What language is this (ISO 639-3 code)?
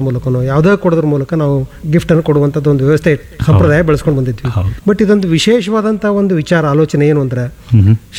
kan